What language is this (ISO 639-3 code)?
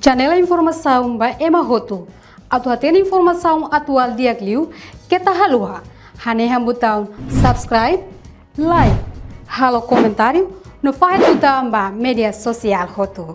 tet